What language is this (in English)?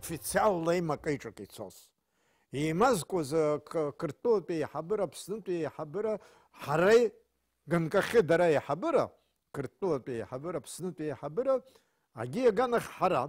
Abkhazian